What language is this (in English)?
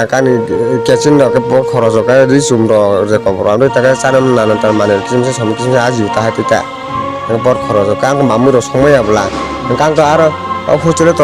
Kok Borok